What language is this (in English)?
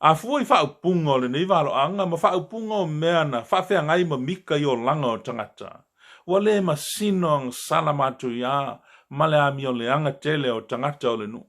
Samoan